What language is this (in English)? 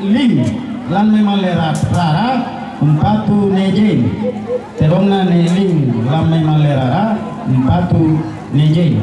Toraja-Sa'dan